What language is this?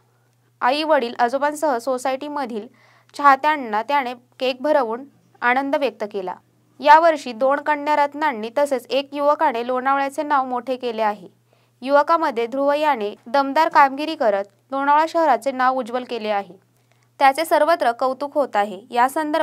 Marathi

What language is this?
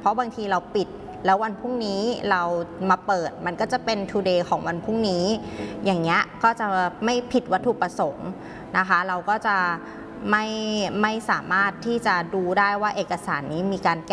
Thai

